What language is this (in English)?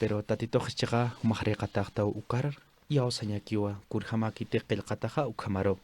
Aymara